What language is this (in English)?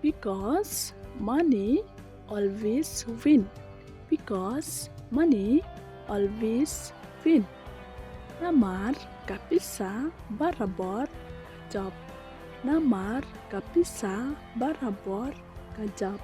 Khasi